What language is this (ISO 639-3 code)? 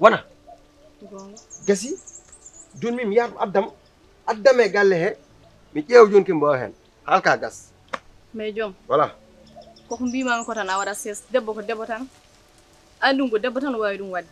ful